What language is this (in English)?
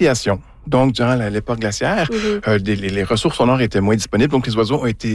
French